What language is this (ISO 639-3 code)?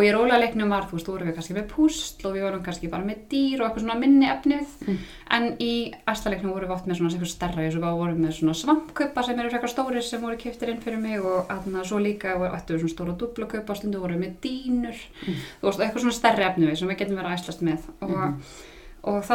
isl